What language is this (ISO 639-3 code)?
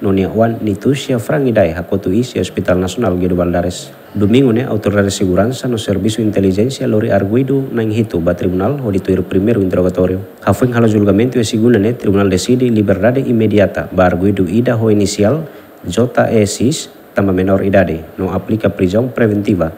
tet